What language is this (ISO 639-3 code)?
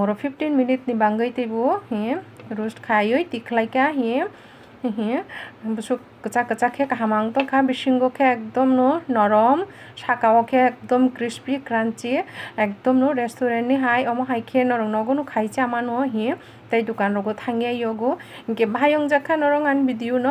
trp